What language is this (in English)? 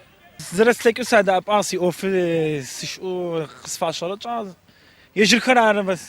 Adyghe